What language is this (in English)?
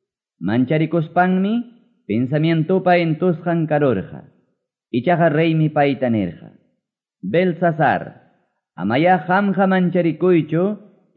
Quechua